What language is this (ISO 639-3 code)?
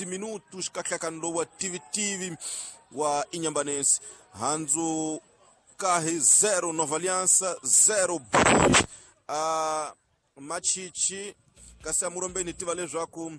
tso